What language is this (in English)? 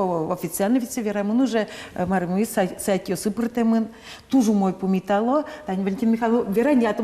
Udmurt